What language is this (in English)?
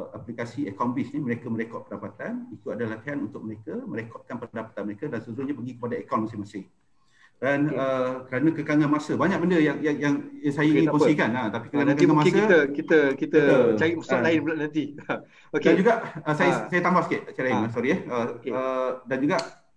Malay